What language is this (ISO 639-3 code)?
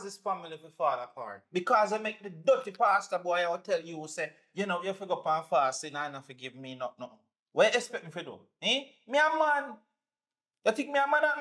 jam